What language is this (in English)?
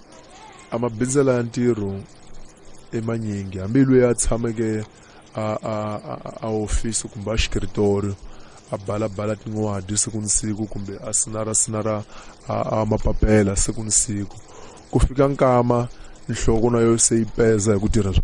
Tsonga